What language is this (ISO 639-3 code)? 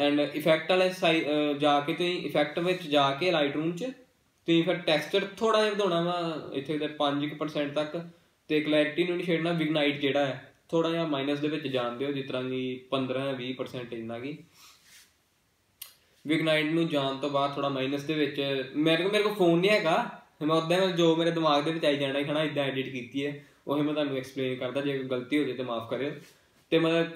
pan